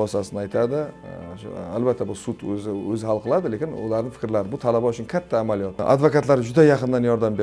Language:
Uzbek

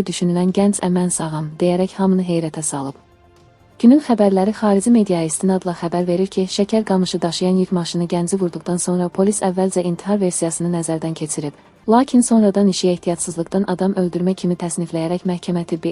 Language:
Azerbaijani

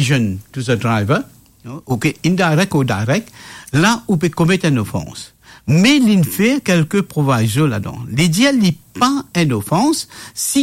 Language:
Morisyen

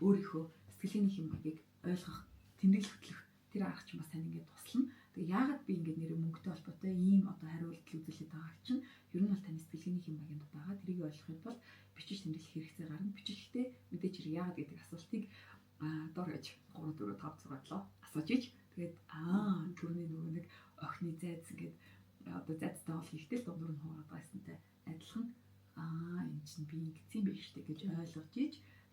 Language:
Mongolian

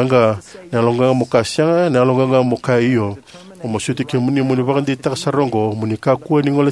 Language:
Fijian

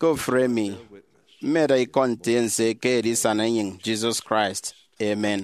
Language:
Efik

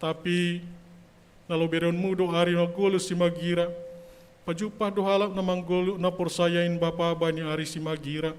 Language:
Batak Simalungun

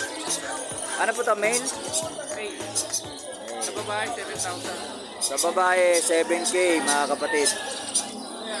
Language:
Filipino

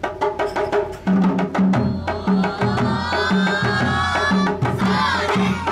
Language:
Japanese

